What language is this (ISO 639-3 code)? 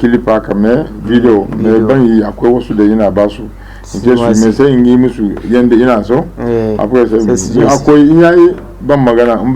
hau